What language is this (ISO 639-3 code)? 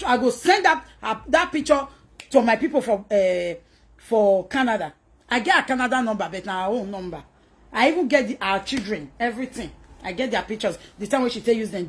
pcm